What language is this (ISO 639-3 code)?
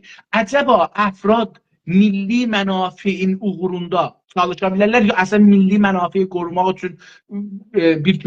azb